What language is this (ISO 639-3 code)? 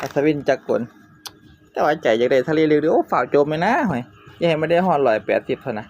tts